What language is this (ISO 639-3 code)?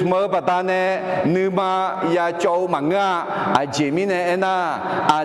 ahk